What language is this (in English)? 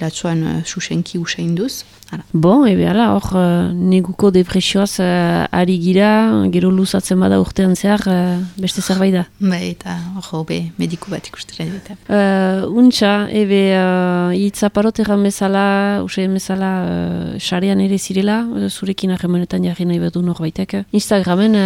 Basque